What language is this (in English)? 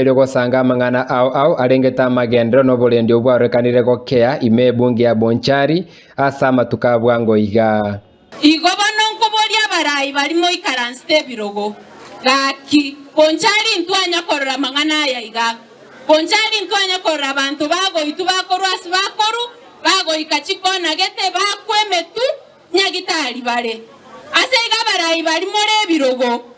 Gusii